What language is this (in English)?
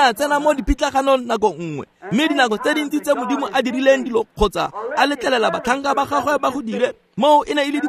Tswana